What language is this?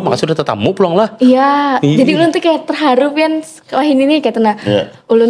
Banjar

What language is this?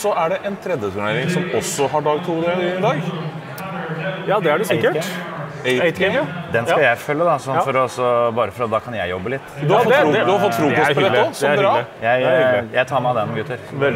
Norwegian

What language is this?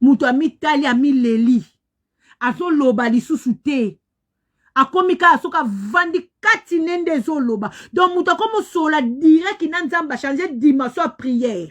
Lingala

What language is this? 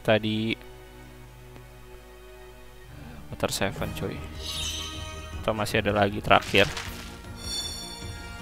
Indonesian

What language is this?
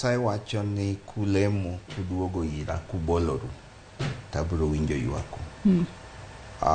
Luo (Kenya and Tanzania)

